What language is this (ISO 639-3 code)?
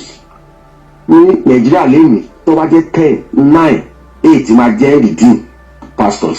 yor